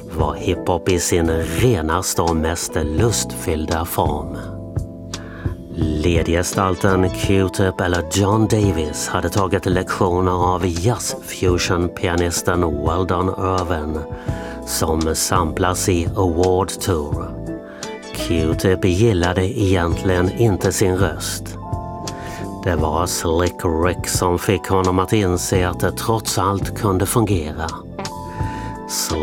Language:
Swedish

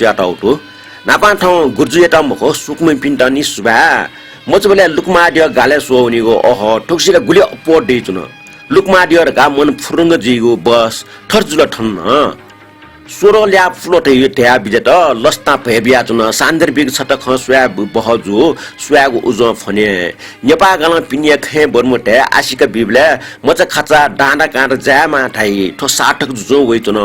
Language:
Newari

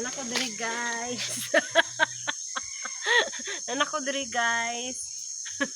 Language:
Cebuano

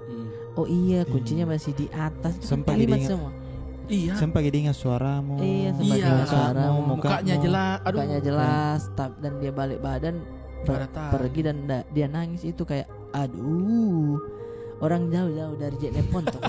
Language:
Makassar Malay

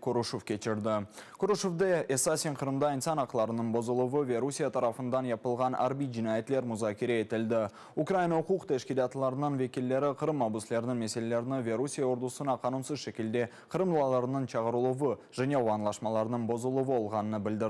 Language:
Crimean Tatar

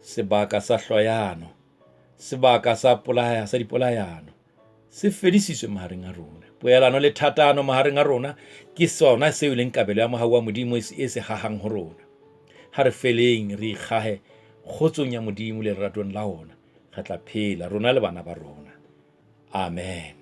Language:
Southern Sotho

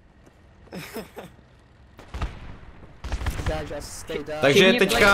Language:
Czech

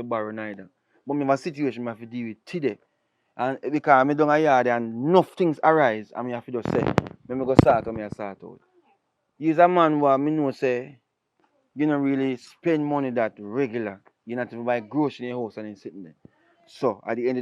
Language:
Jamaican Creole English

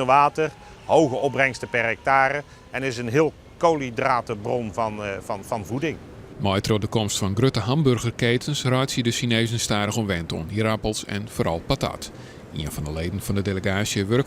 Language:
Western Frisian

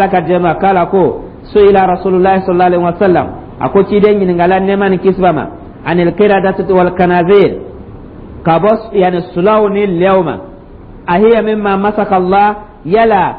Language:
Dyula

